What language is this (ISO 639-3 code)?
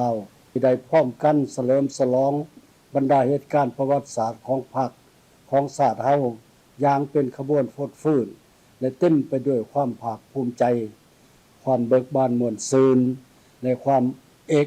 lao